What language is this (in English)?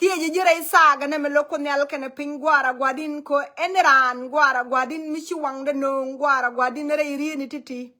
Nuer